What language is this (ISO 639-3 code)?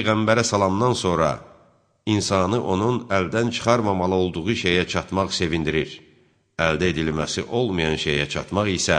aze